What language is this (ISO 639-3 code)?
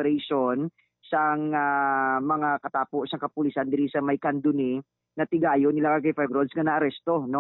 hil